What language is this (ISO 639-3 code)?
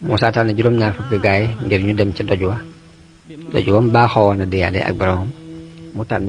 wol